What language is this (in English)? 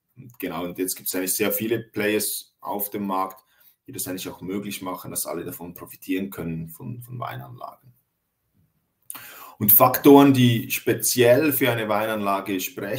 German